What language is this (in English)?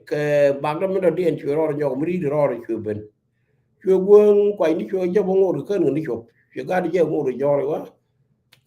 Nuer